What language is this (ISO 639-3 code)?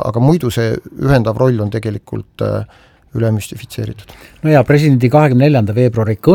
est